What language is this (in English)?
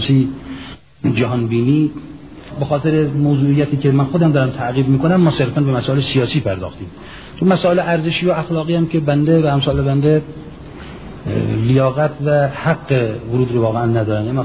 Persian